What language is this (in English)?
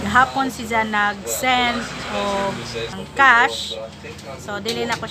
Cebuano